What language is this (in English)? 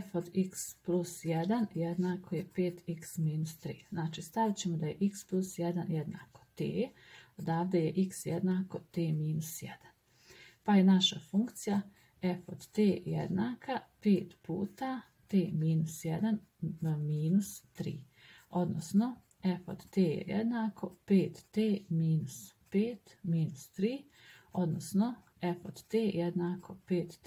Croatian